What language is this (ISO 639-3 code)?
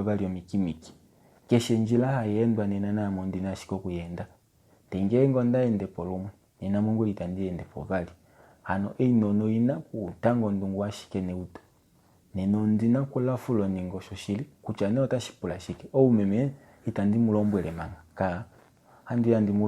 kua